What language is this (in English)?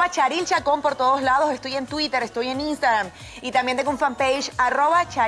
Spanish